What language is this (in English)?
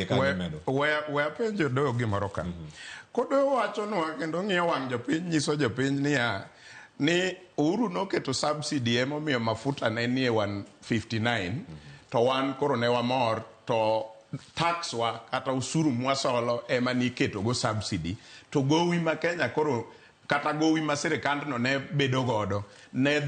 Luo (Kenya and Tanzania)